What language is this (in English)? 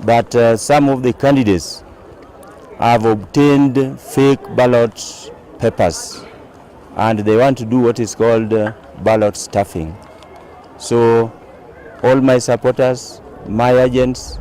Kamba